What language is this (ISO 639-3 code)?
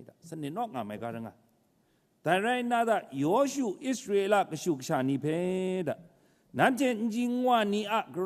kac